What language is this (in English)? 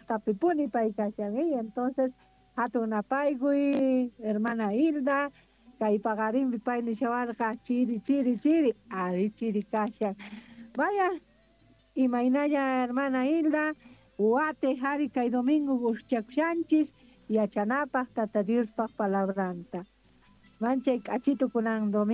South Bolivian Quechua